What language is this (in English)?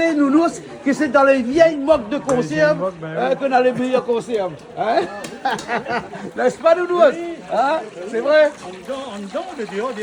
Réunion Creole French